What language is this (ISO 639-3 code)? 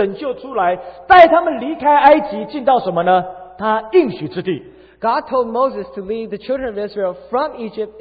zho